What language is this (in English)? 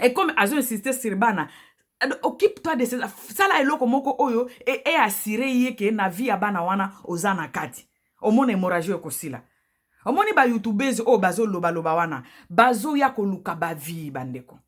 Lingala